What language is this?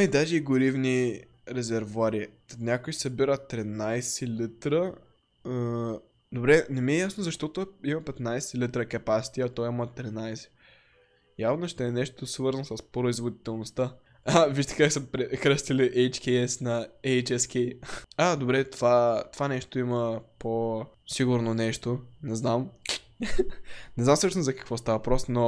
Bulgarian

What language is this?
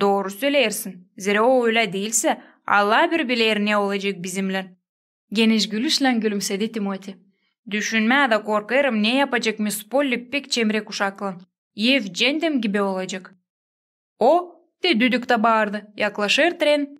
Gagauz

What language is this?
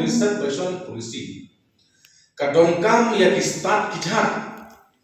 Khasi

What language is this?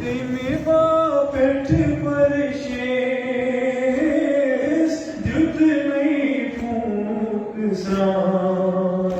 Kashmiri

